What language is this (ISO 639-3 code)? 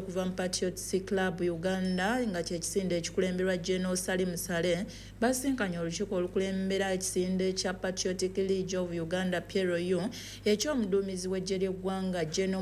lug